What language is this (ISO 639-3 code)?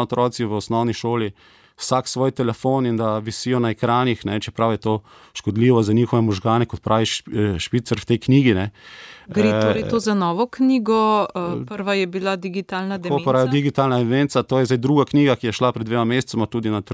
slv